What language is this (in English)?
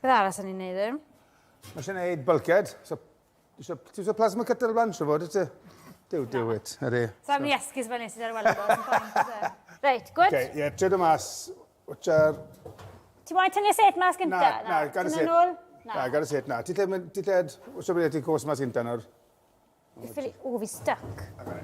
Welsh